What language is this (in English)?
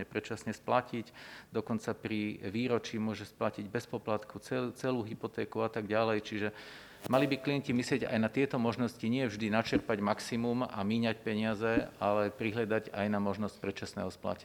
Slovak